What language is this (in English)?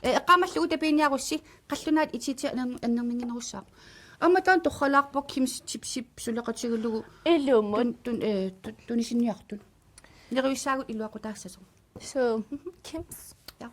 Kalaallisut